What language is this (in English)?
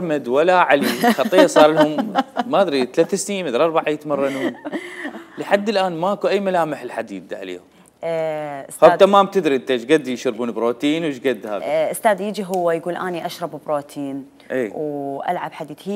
Mesopotamian Arabic